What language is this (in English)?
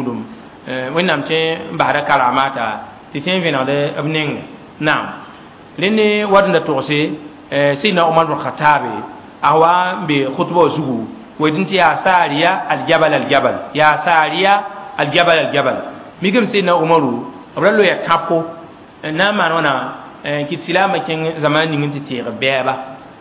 Mossi